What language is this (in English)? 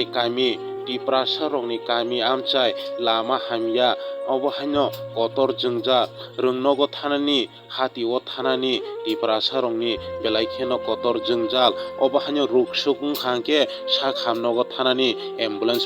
Kok Borok